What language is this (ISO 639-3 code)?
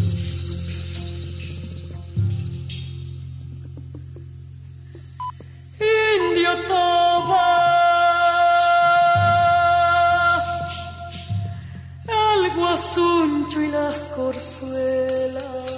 spa